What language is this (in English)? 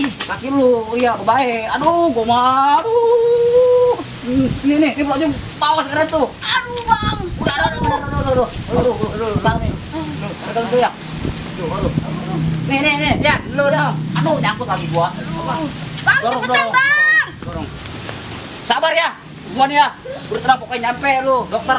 Betawi